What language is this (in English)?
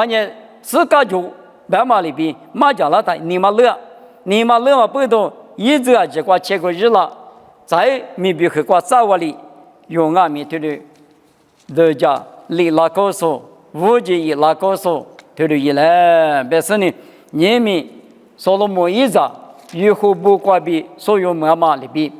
Lisu